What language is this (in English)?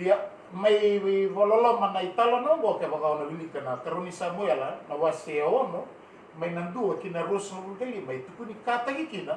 Fijian